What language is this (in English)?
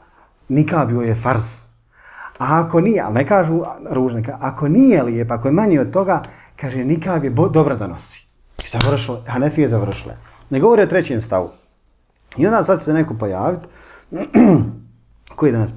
Bosnian